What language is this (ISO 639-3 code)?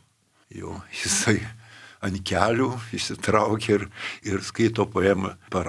lit